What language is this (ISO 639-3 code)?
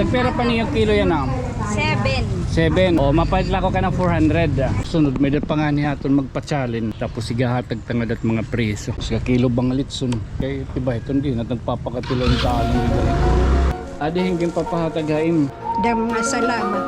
war